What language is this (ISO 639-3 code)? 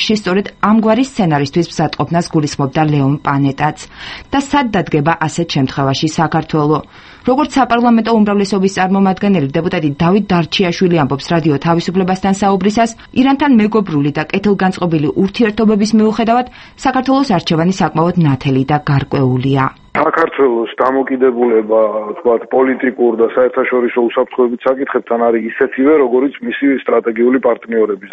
kat